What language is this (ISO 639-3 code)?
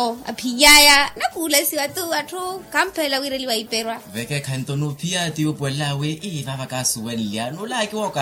vmw